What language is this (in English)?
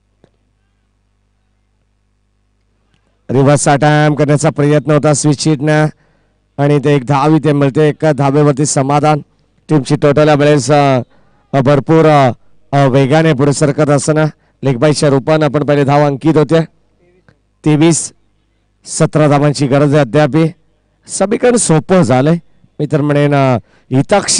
Marathi